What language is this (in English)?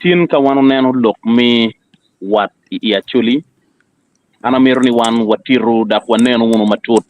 Acoli